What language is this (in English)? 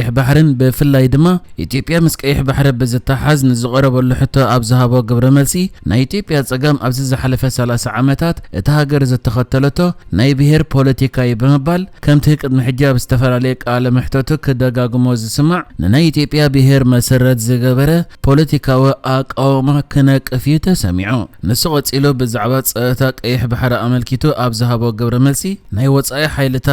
Tigrinya